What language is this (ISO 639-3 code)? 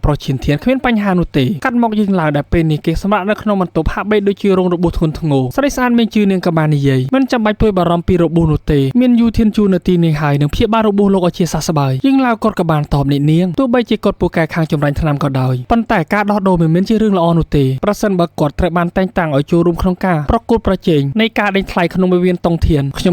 khm